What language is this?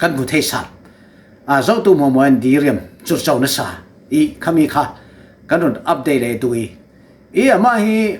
Falam Chin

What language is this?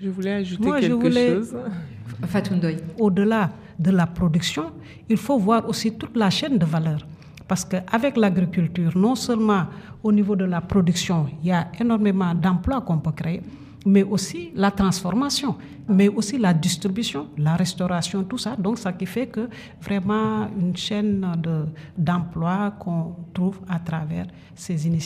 French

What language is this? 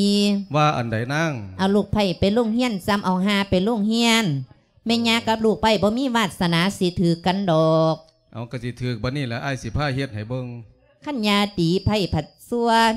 Lao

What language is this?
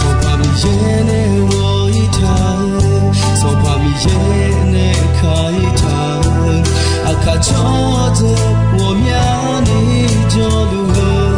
Akha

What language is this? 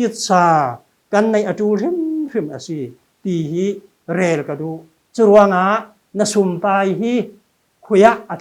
Falam Chin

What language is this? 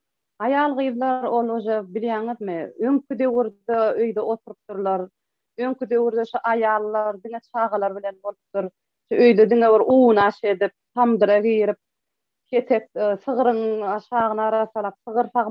Turkmen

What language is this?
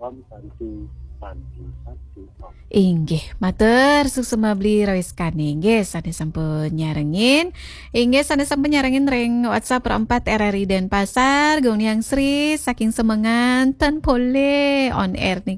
Balinese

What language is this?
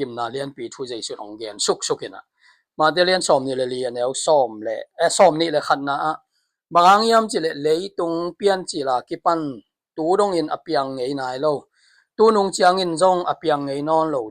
Tedim Chin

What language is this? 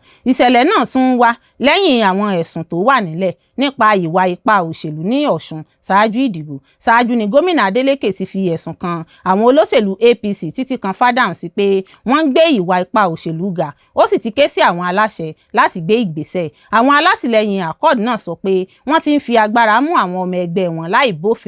Yoruba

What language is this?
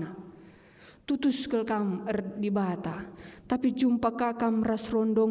Batak Karo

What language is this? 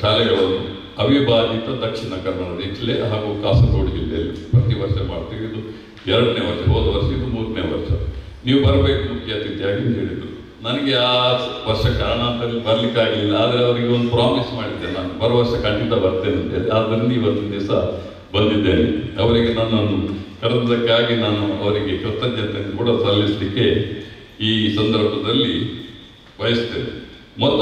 Kannada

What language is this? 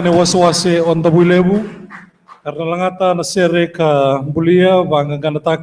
Fijian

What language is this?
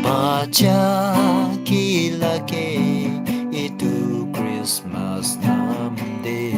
Naga Pidgin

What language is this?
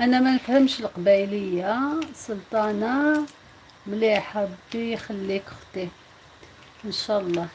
Algerian Arabic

